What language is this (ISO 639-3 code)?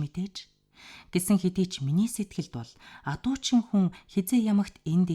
mon